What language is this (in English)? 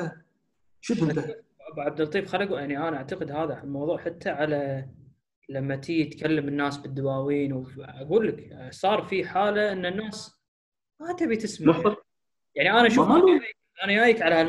Gulf Arabic